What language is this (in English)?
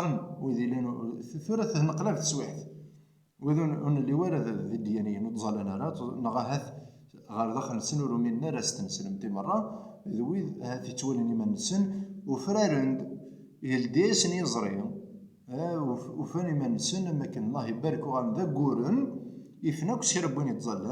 Kabyle